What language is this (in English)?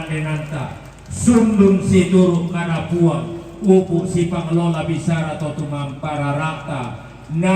Toraja-Sa'dan